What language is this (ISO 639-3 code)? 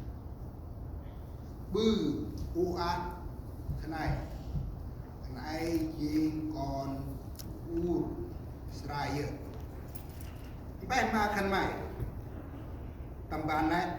cmo